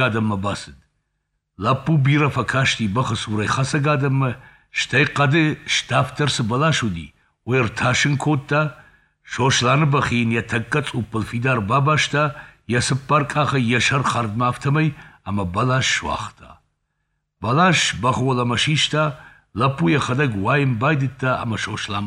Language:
Ossetic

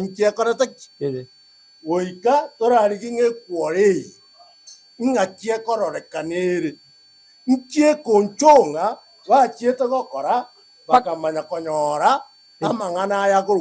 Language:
Gusii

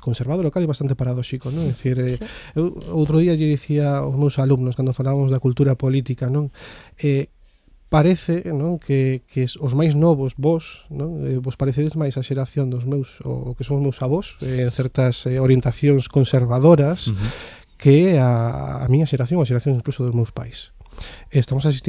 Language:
Galician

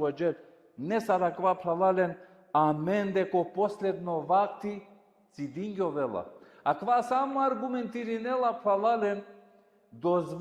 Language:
Balkan Romani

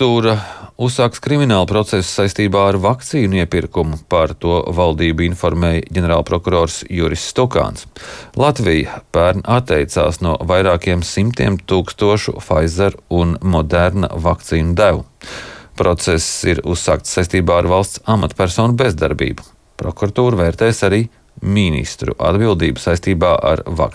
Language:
Latvian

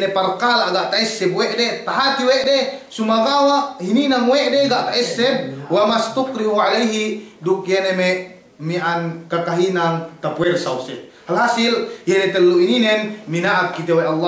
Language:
Yakan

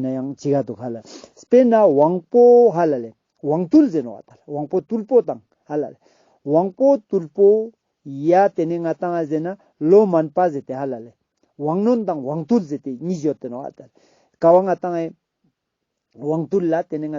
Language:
Ladakhi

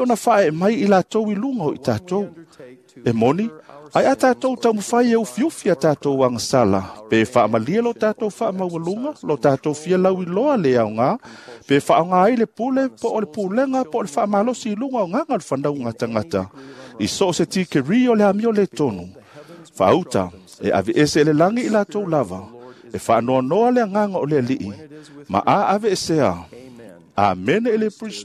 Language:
Samoan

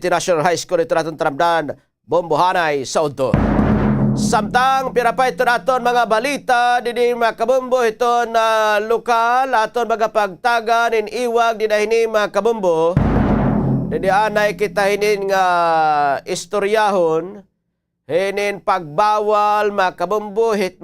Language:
Waray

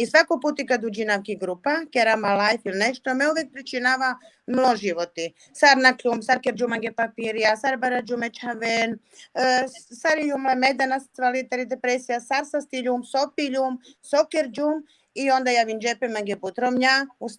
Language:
Balkan Romani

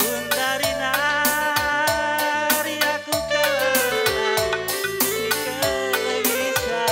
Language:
Batak Karo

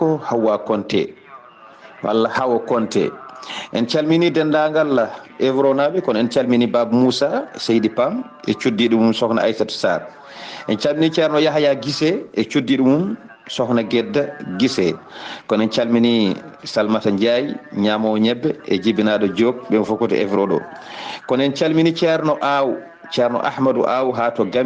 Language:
Fula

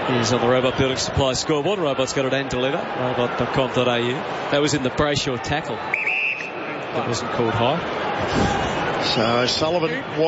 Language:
English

